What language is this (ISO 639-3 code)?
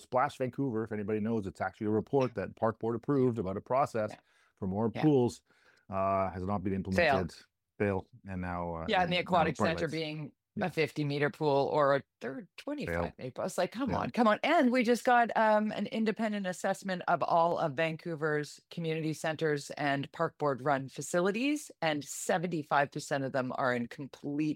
eng